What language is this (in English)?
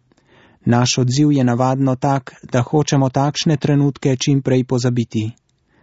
Slovenian